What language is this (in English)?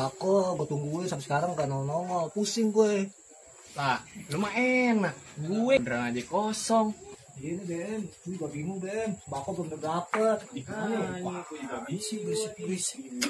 Betawi